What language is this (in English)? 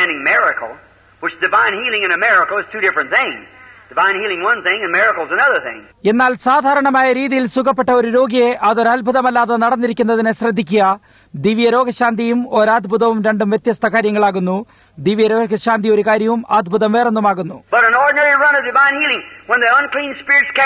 Malayalam